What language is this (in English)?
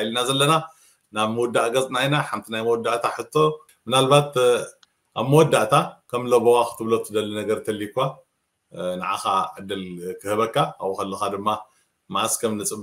Tigrinya